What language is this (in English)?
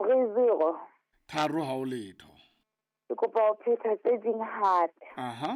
Southern Sotho